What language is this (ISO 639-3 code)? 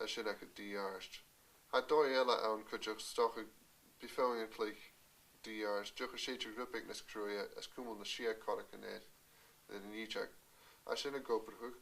gla